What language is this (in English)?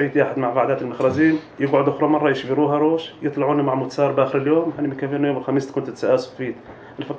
North Levantine Arabic